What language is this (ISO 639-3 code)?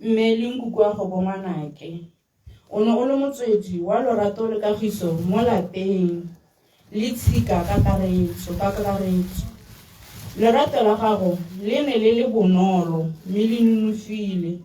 tsn